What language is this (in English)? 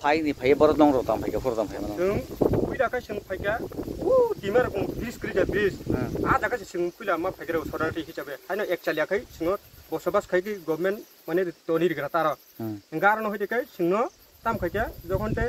Kok Borok